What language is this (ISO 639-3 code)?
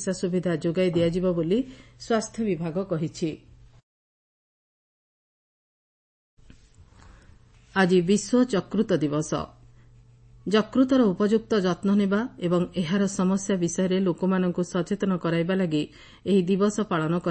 ori